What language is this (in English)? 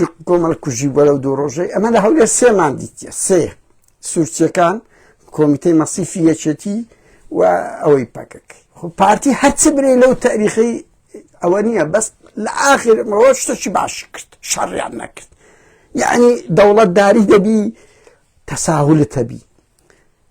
Central Kurdish